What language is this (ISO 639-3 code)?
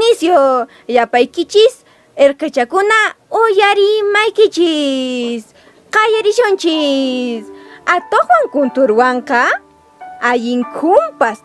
que